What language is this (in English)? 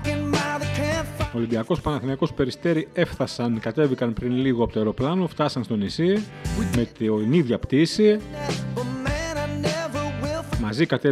Greek